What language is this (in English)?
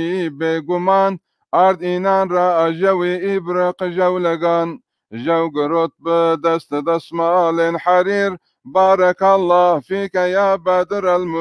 Zaza